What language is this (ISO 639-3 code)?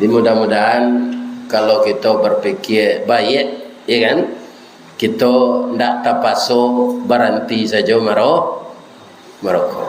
min